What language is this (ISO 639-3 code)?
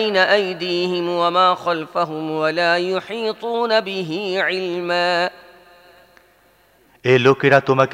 ben